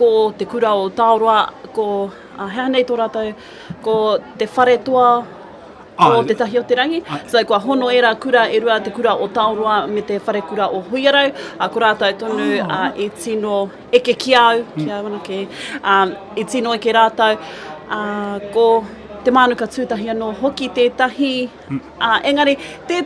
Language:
Māori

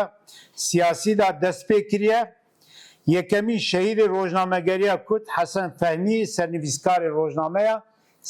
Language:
Kurdish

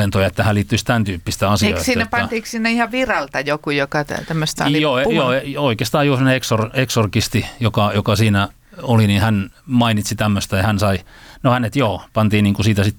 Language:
Finnish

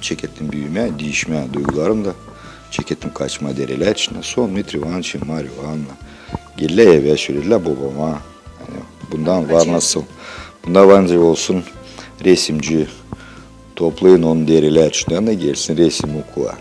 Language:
Gagauz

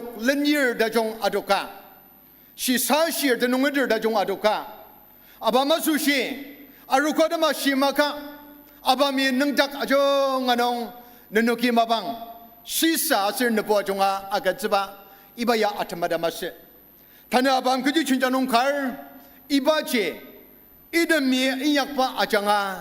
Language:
Ao Naga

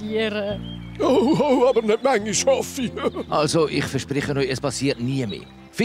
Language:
Swiss German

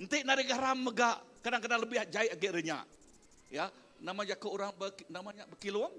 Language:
Iban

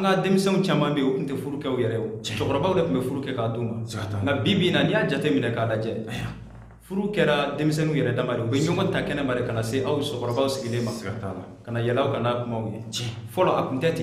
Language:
Bambara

